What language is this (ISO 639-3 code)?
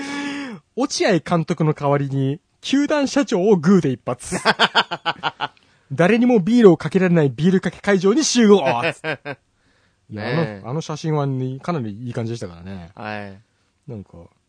jpn